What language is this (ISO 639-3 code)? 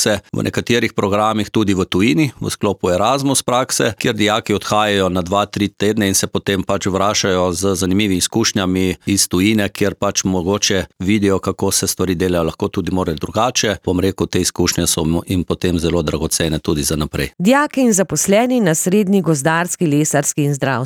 slv